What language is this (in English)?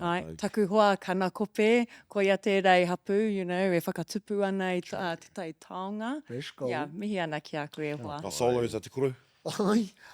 Māori